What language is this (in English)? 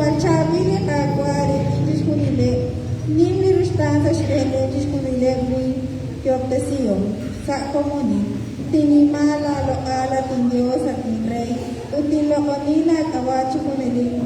Kekchí